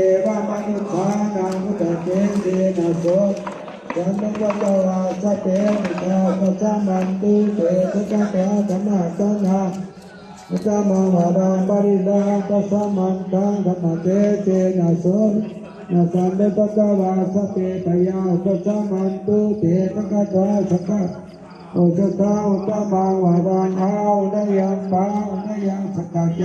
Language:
Pali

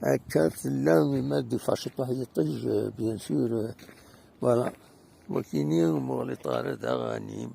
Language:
Kabyle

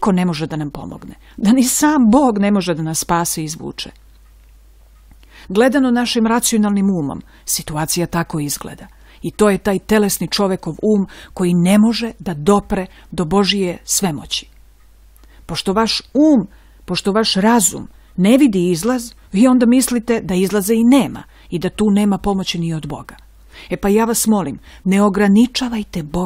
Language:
Serbian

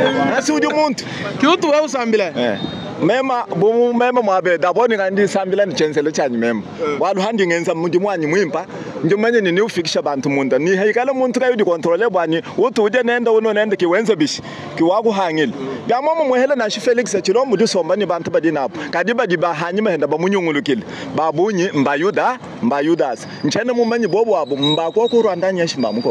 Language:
Luba-Lulua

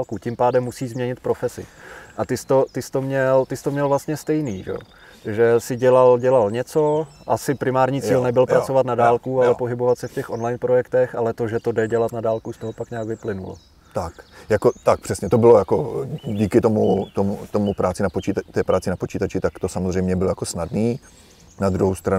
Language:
Czech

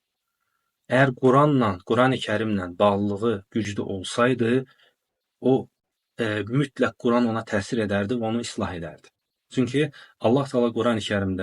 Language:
Azerbaijani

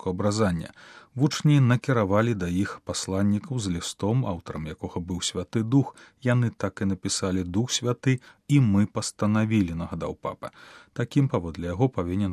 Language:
Belarusian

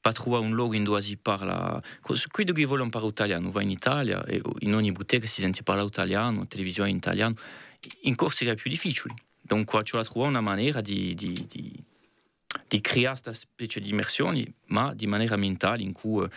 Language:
Corsican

